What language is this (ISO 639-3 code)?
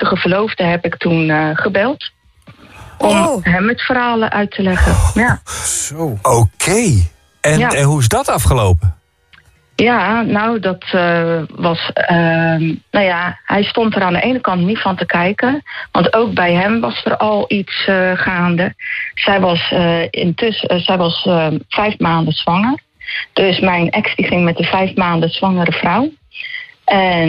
nld